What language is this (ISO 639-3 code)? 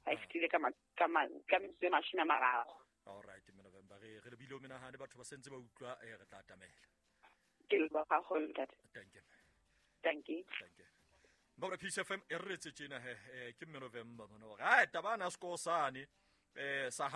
sot